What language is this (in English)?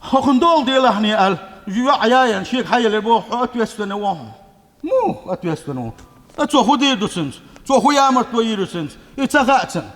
Chechen